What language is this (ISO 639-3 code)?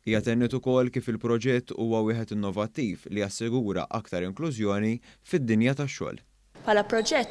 mlt